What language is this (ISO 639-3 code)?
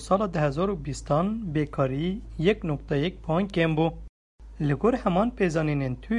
kur